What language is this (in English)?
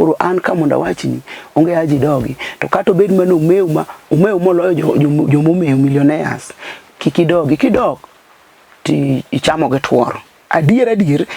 Luo (Kenya and Tanzania)